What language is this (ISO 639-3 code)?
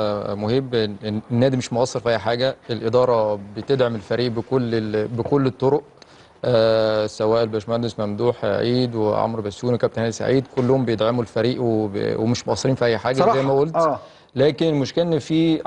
arz